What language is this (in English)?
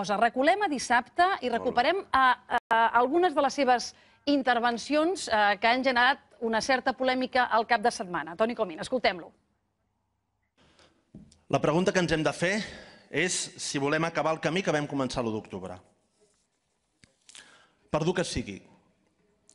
Catalan